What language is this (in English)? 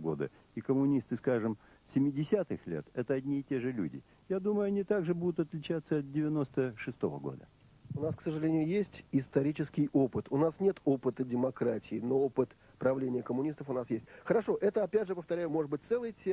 Russian